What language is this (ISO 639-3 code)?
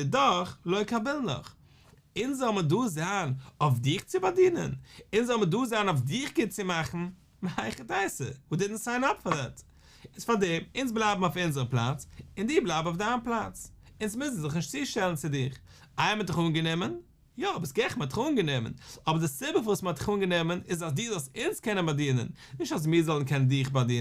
yid